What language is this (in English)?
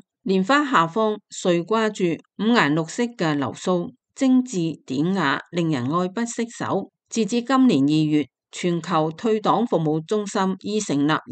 Cantonese